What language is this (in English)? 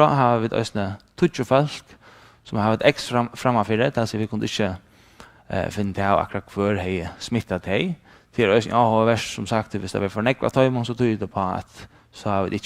Faroese